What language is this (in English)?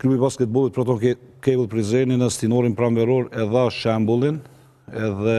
Albanian